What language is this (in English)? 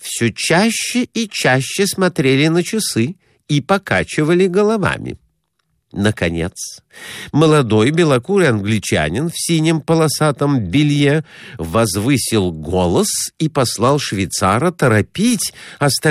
Russian